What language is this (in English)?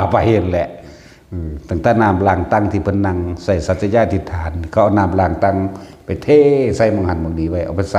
Northeastern Thai